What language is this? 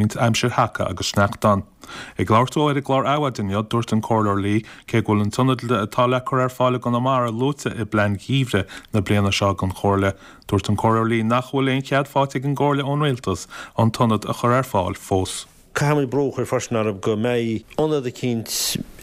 Irish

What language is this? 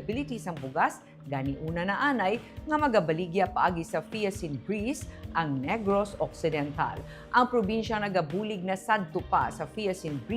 Hiligaynon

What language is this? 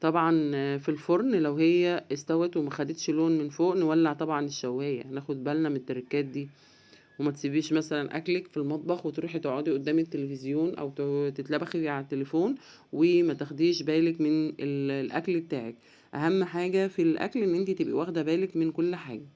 Egyptian Arabic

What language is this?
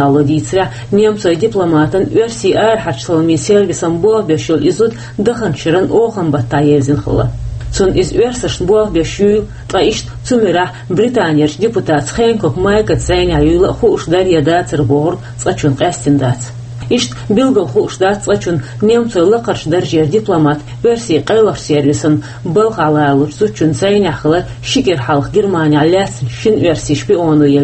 Chechen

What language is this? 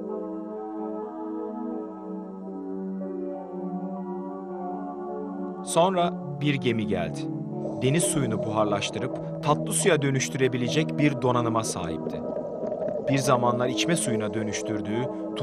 Turkish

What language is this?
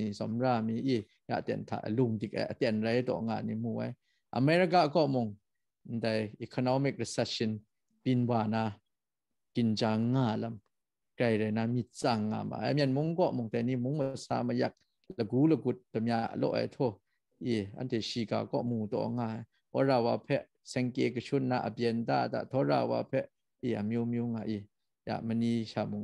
Kachin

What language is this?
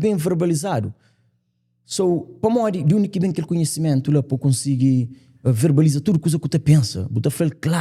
Kabuverdianu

